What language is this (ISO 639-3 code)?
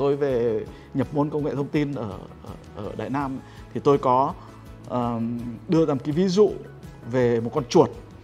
vie